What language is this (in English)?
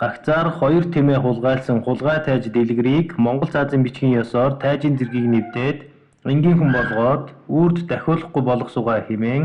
Mongolian